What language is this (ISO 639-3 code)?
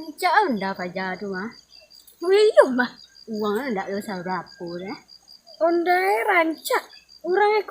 min